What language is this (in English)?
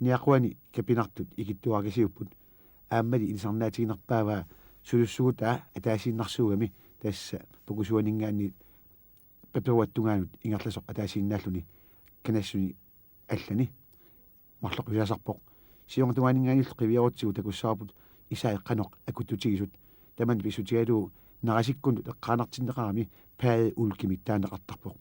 Kalaallisut